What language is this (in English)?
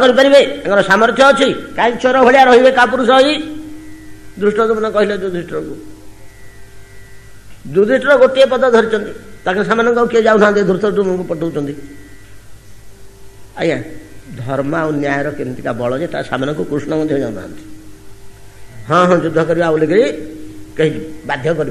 Odia